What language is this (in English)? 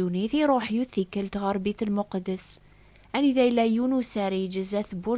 Kabyle